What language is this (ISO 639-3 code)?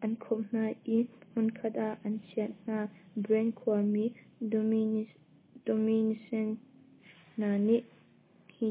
cnh